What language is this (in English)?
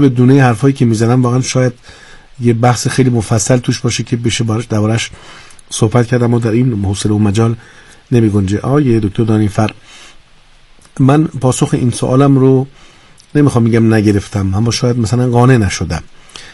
Persian